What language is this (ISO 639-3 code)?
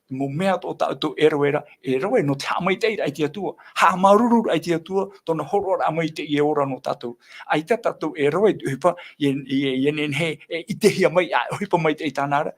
tah